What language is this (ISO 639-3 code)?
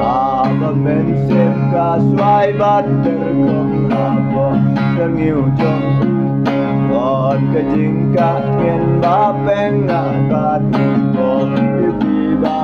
kha